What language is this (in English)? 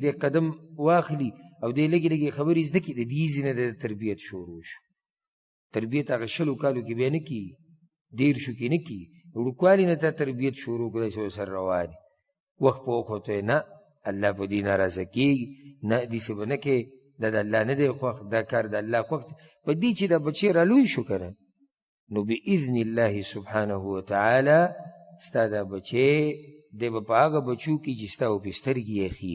Pashto